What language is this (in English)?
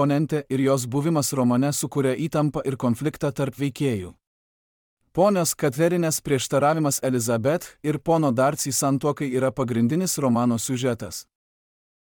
Lithuanian